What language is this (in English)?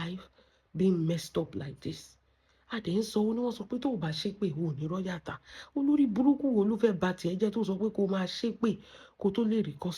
Yoruba